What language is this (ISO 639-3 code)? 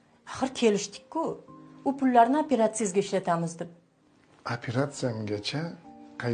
uzb